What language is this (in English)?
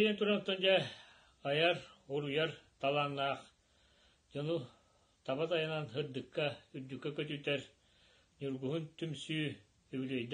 Yakut